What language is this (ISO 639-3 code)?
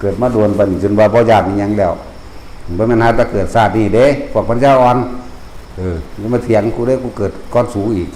tts